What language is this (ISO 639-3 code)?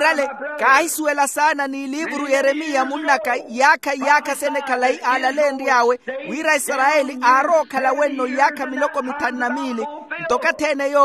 vmw